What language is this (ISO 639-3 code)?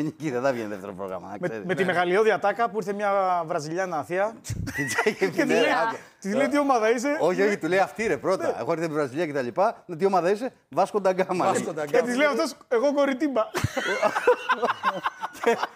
ell